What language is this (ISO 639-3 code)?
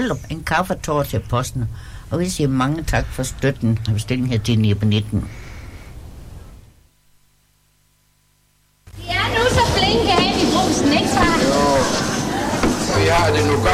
dan